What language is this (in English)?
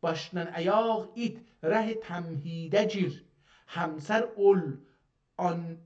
South Azerbaijani